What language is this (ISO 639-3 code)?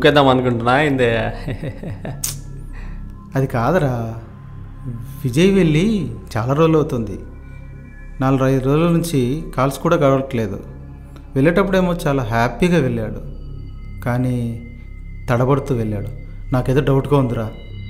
tel